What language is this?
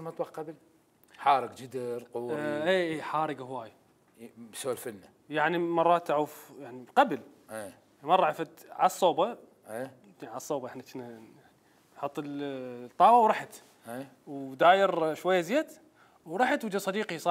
Mesopotamian Arabic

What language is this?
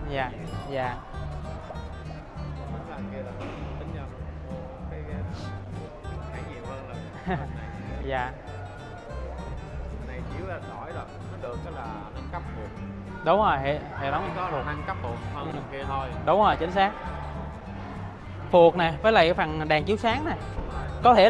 Vietnamese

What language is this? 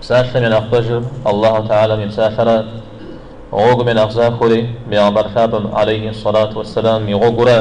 Kabardian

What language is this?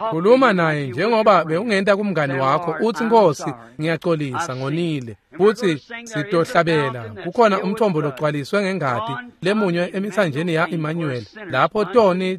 Swati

